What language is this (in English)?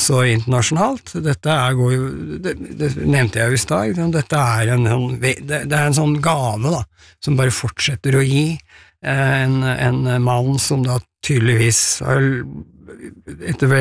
Norwegian